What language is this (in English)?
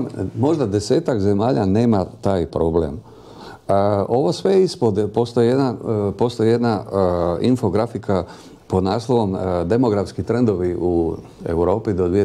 Croatian